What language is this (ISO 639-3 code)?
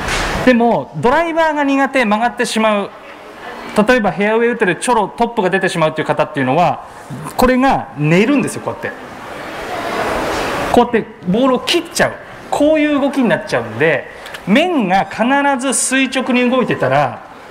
jpn